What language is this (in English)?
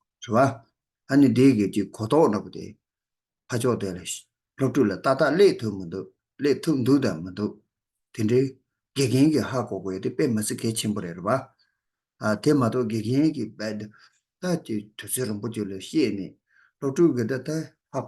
Tibetan